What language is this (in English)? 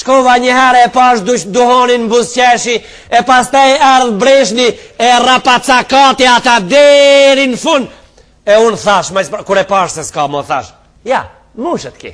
Albanian